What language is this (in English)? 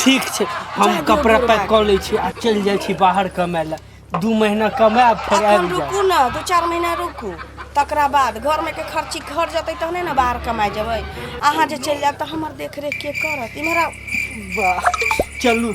Maithili